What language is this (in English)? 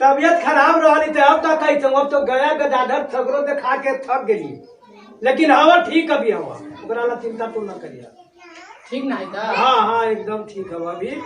Magahi